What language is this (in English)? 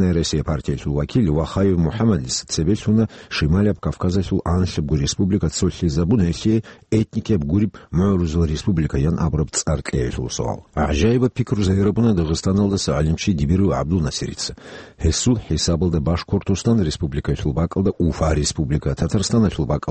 Avaric